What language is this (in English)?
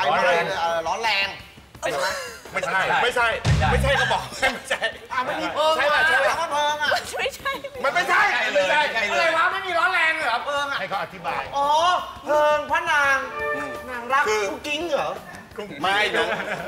Thai